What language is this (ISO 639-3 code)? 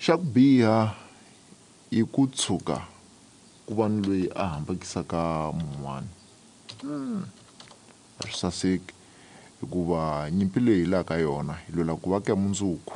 tso